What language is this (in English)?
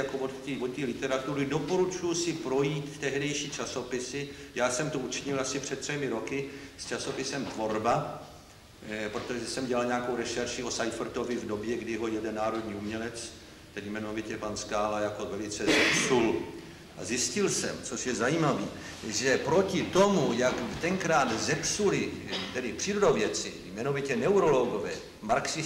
Czech